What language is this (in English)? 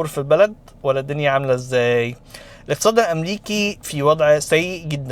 Egyptian Arabic